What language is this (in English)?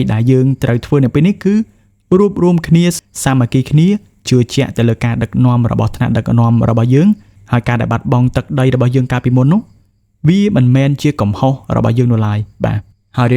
Khmer